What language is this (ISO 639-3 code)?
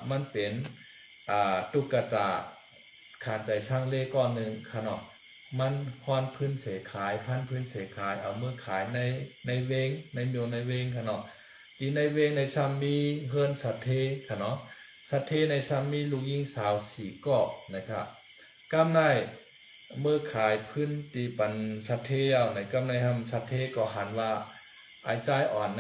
shn